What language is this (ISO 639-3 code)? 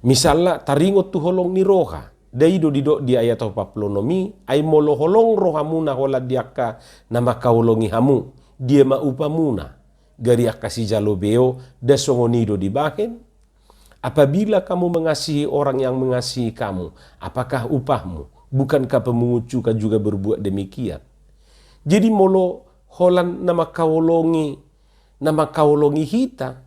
bbc